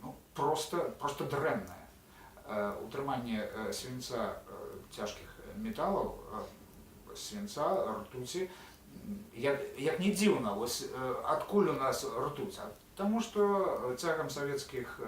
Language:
Belarusian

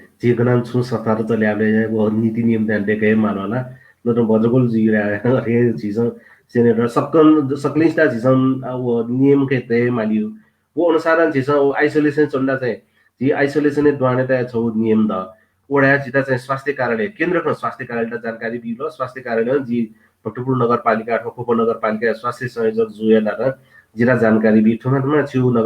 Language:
Newari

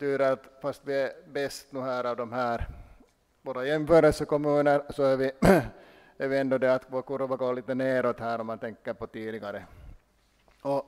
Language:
Swedish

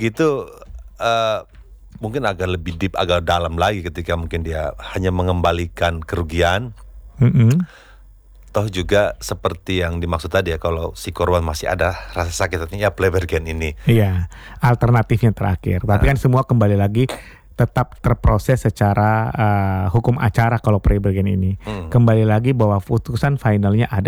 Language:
Indonesian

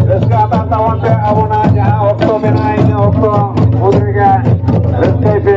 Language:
Santali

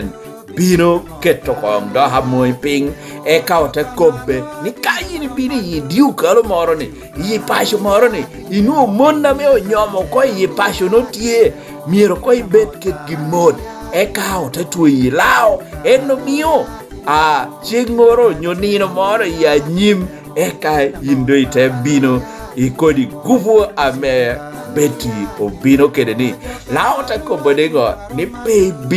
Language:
Lango (Uganda)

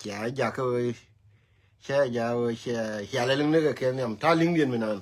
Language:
Nuer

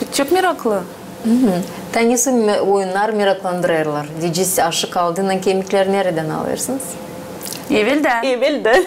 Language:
Gagauz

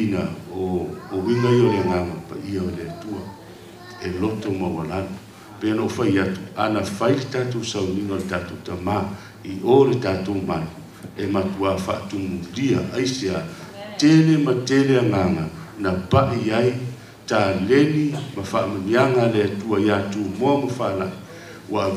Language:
Samoan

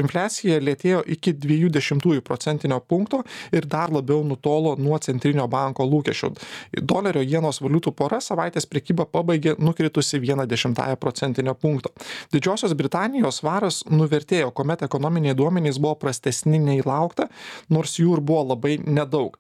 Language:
Lithuanian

